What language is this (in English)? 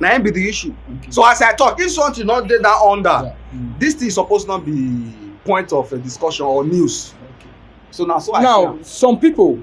Nigerian Pidgin